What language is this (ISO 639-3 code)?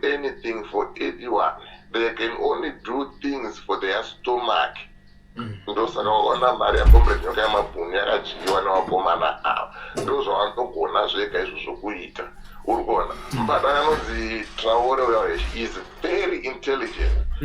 sna